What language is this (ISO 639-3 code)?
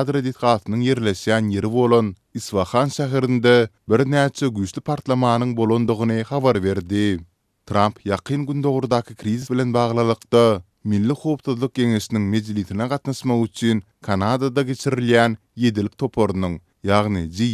tuk